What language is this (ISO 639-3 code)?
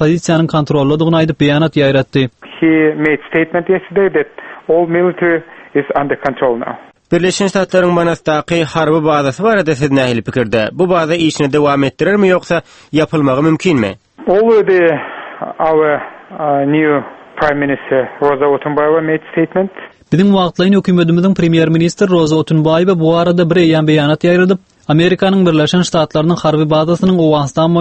tuk